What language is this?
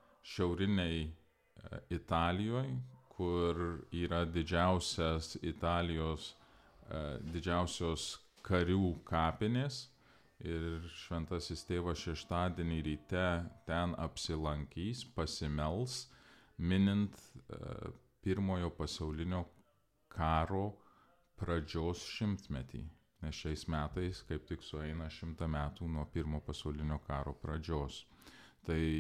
Lithuanian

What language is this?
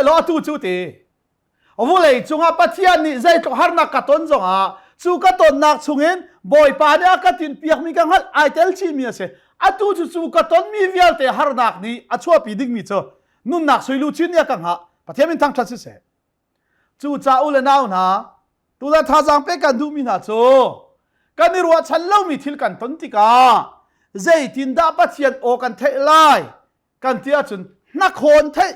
Hakha Chin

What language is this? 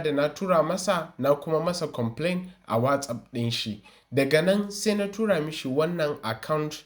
Hausa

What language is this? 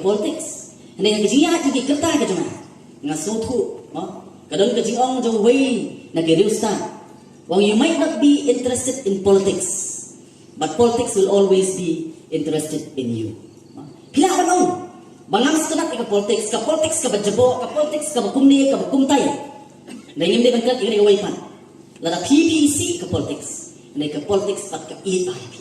Khasi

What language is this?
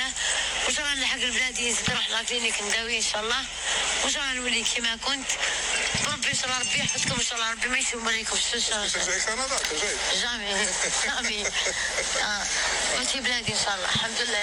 Algerian Arabic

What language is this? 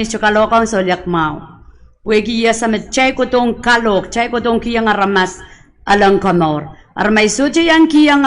Pohnpeian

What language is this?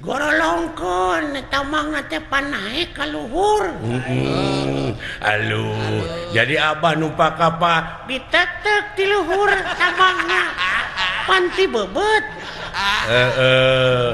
Sundanese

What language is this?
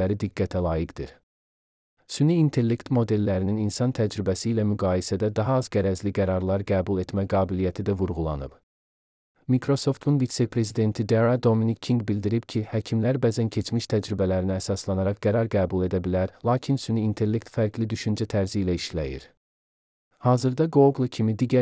Azerbaijani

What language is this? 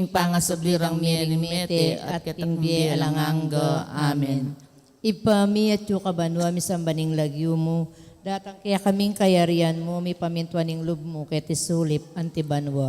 Pampanga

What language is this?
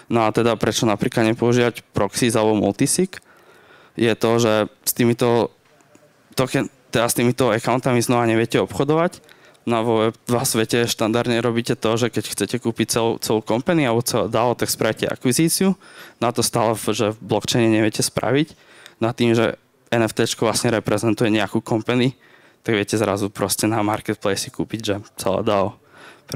Slovak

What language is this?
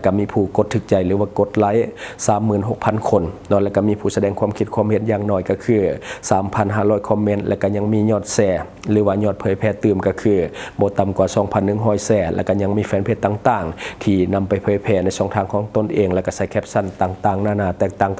Lao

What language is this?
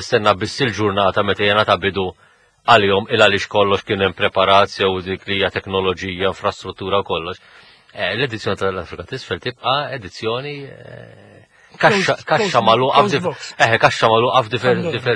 Maltese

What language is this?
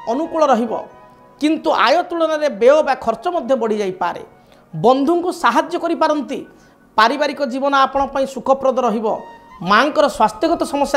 Odia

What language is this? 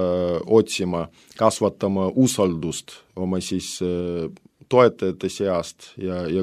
Estonian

